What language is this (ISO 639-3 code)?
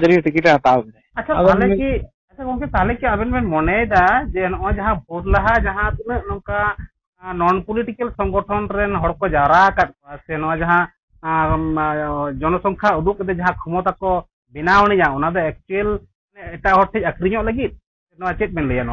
sat